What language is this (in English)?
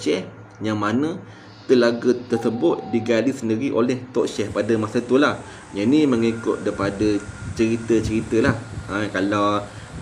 Malay